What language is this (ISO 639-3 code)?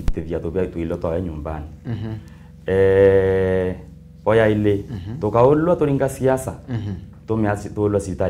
mer